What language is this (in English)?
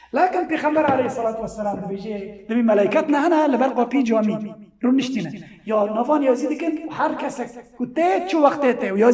Kurdish